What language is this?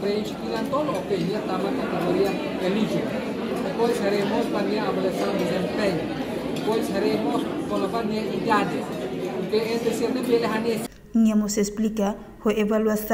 Tetum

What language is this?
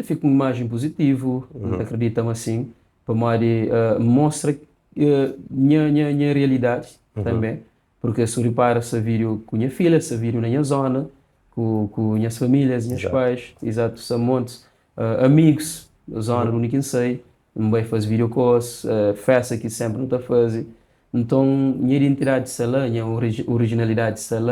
Kabuverdianu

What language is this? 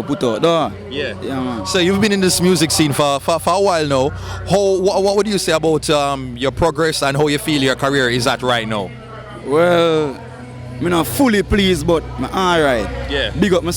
Jamaican Creole English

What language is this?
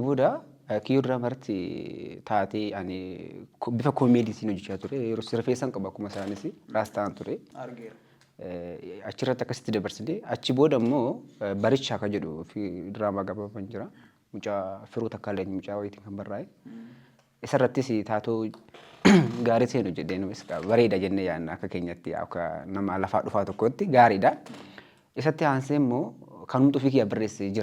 Oromo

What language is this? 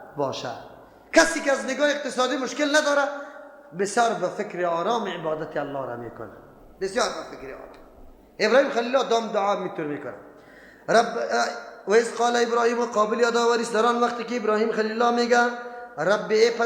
Persian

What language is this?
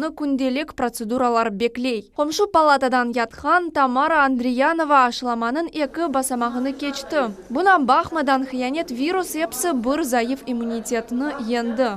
Crimean Tatar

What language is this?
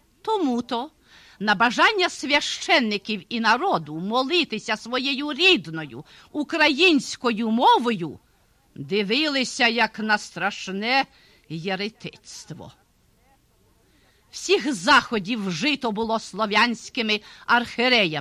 Ukrainian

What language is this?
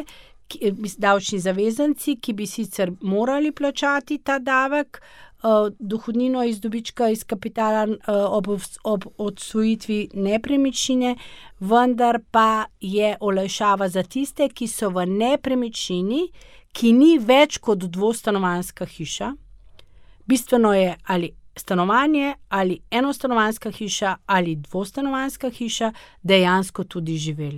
Slovenian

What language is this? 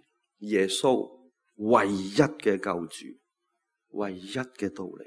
Cantonese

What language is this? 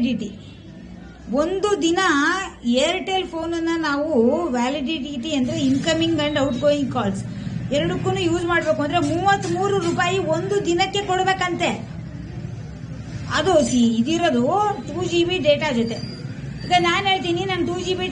Kannada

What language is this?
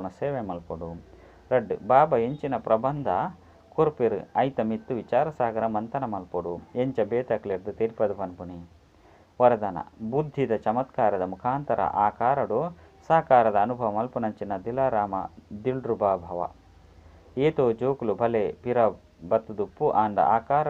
Tulu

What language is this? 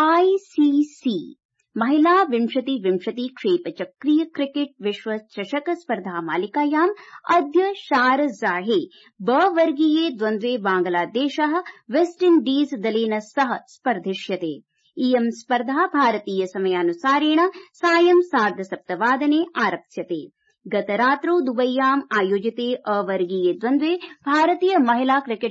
Sanskrit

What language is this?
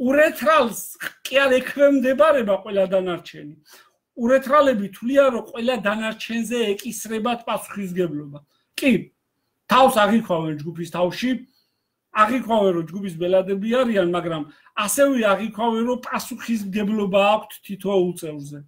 Georgian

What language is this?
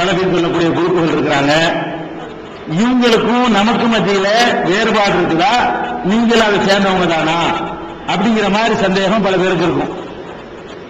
Tamil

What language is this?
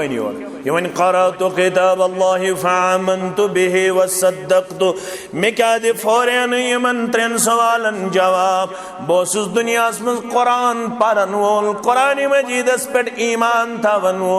Kashmiri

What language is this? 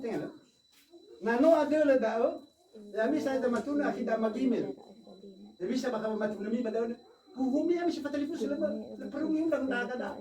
Nias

